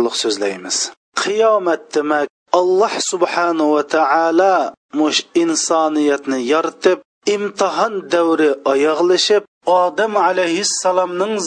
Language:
Uyghur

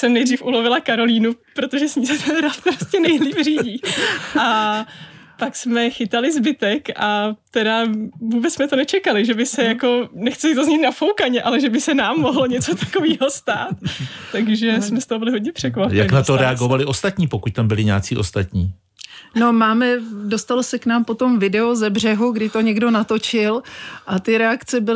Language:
Czech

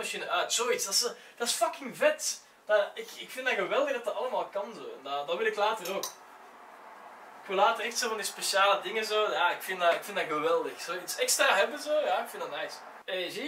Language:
Dutch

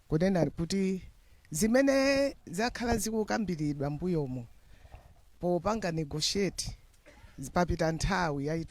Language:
Nyanja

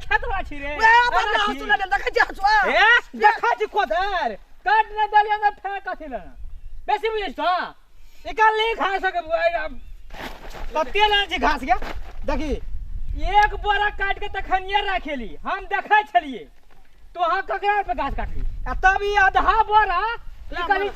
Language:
Maithili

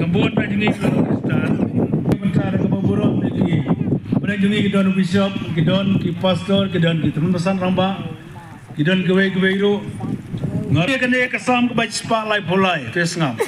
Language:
Khasi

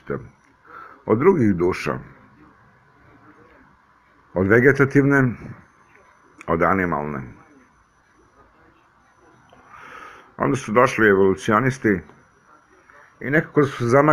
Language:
Serbian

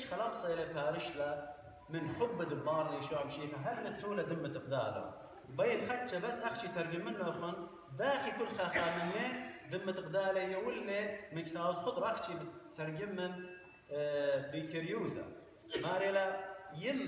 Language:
Assyrian Neo-Aramaic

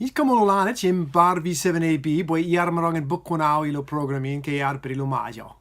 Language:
Marshallese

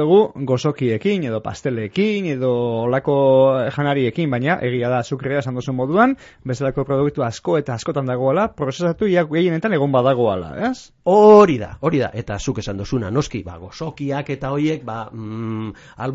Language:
Basque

